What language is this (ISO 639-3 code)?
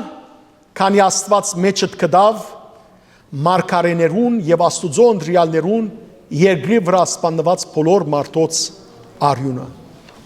hyw